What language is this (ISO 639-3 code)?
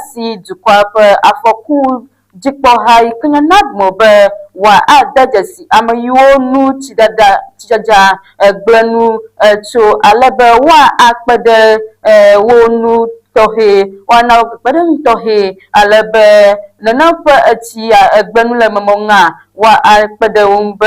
ewe